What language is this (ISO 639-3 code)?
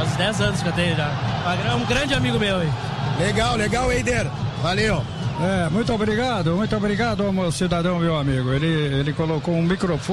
por